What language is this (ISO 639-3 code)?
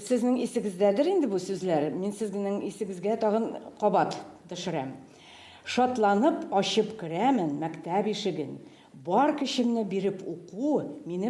tat